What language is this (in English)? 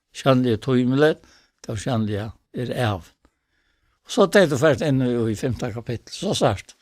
Faroese